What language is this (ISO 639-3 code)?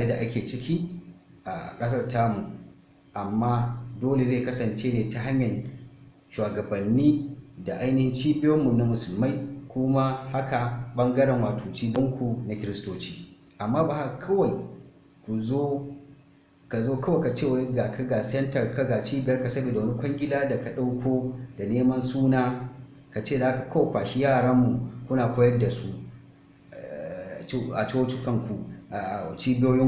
hau